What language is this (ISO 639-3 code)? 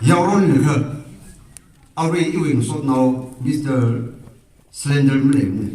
nmf